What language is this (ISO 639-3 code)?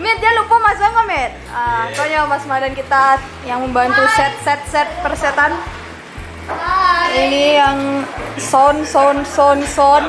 min